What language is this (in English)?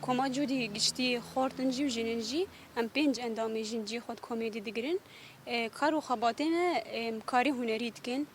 Kurdish